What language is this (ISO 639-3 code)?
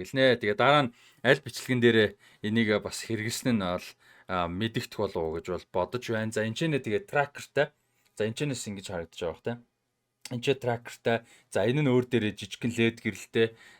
mon